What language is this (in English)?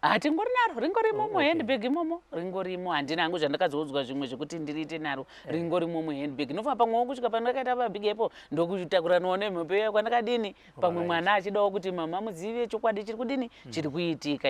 Shona